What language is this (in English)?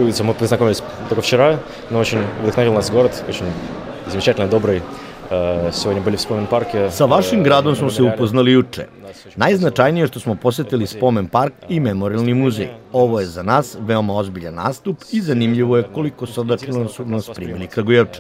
Serbian